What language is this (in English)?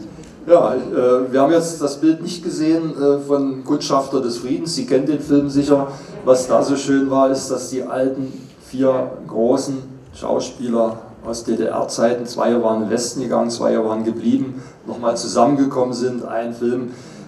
German